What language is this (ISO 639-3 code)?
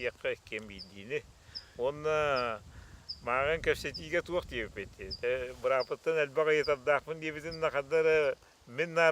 sah